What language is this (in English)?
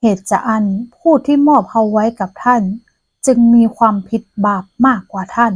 Northern Thai